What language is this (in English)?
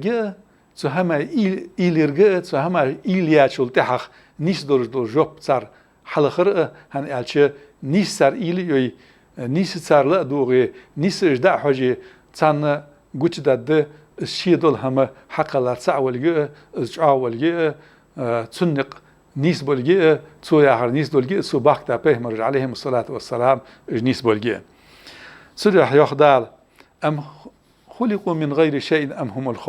Ingush